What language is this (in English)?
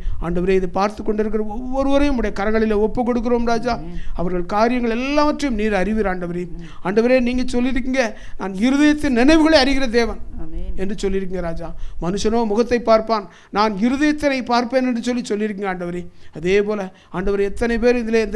Tamil